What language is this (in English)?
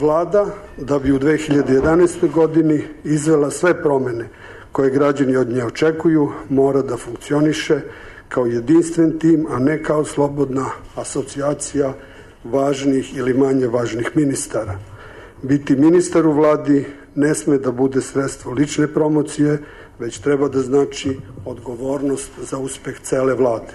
Serbian